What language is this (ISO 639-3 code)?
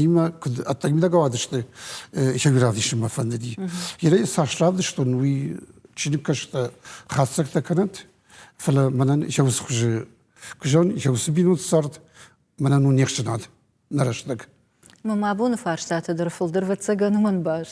oss